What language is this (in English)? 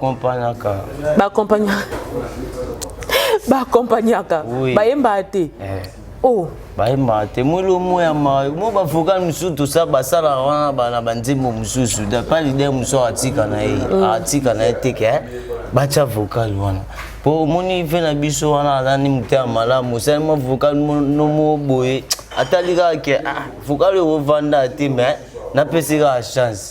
Lingala